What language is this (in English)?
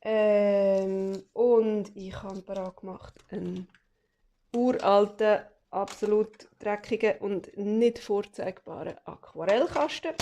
Swiss German